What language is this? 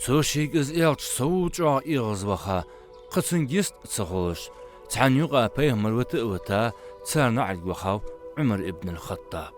Ingush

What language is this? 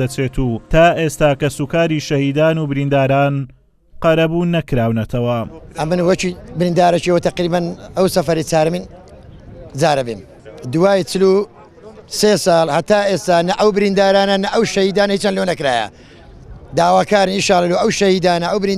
Central Kurdish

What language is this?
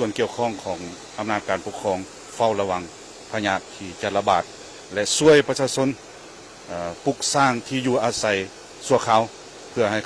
Lao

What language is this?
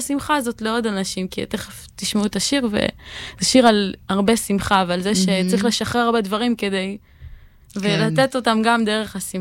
Hebrew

